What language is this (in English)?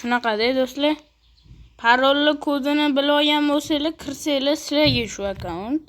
Uzbek